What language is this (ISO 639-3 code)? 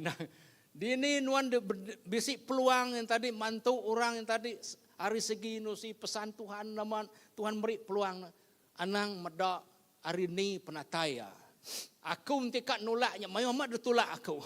iba